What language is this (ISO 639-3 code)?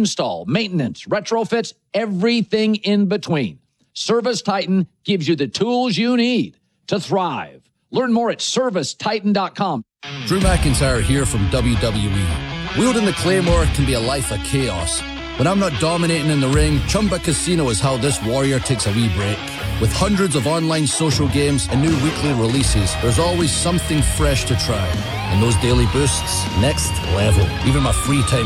eng